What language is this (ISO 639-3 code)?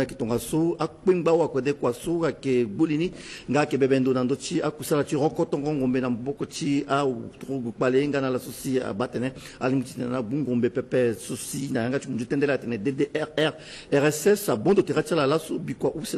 sag